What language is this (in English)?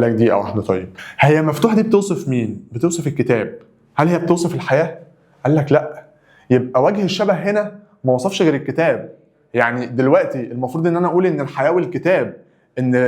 Egyptian Arabic